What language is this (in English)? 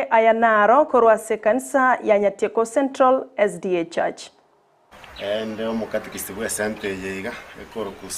Gusii